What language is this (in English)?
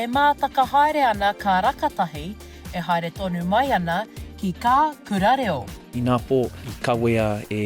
Māori